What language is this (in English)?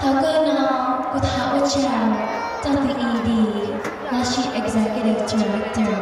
Hmong